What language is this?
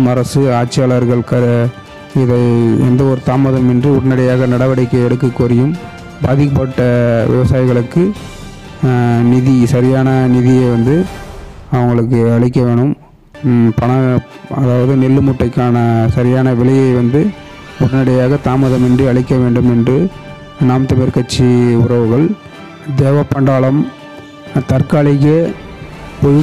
Tamil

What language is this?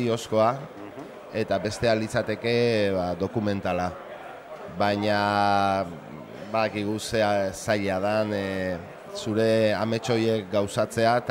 Basque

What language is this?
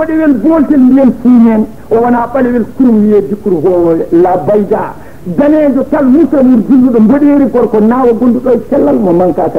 Fula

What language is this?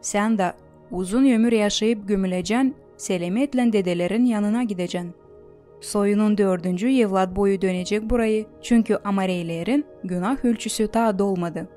Gagauz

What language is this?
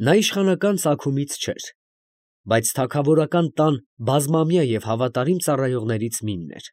Armenian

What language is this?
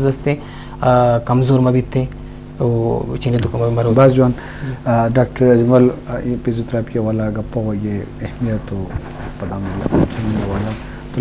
Eastern Balochi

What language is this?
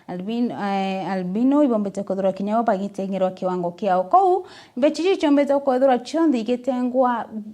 Meru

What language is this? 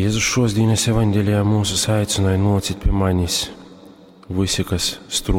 Latgalian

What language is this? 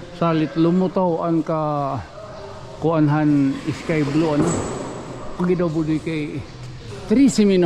Waray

